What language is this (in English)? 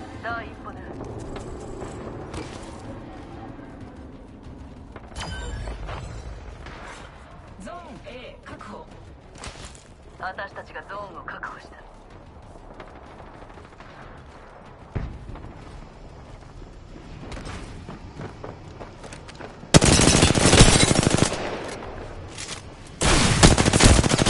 Japanese